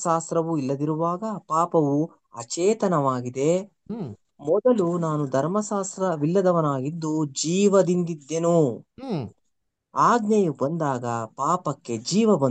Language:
Kannada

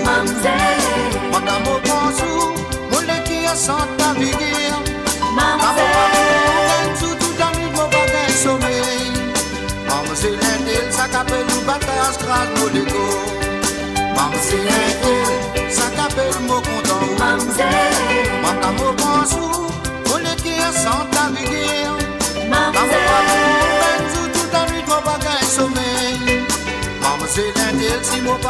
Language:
Morisyen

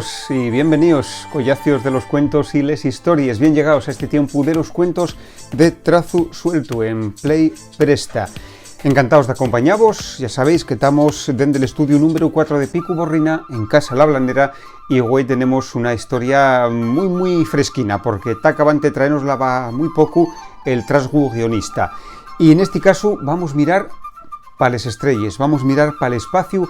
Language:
Asturian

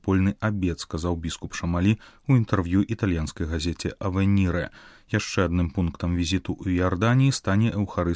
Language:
Belarusian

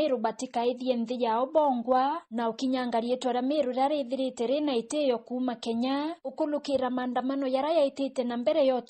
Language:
Meru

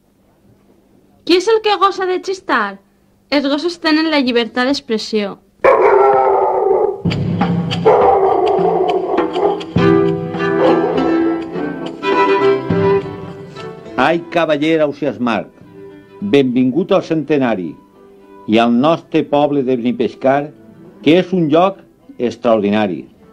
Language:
Catalan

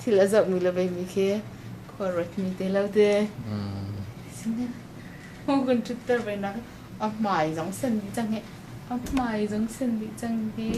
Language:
Hakha Chin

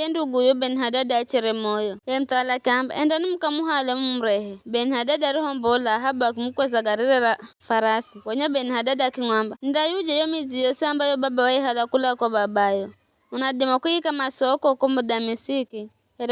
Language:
Giryama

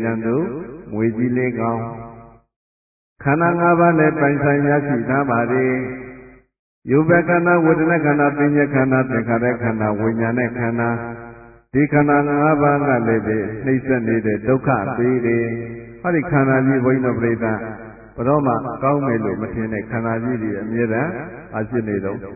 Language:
Burmese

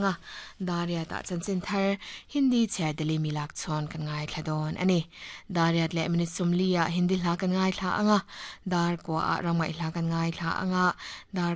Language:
Mizo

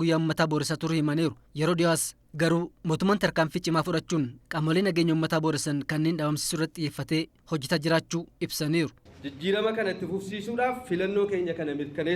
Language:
Oromo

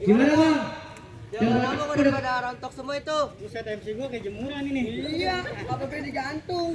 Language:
Betawi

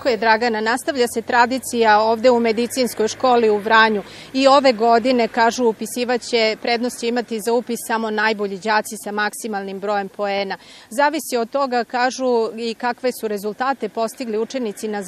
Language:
Serbian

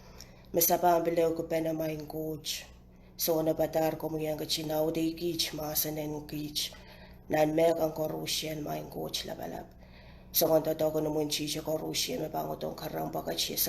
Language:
Pohnpeian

